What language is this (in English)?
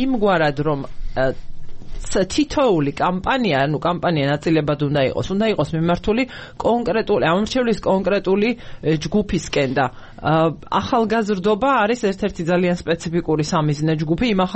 Georgian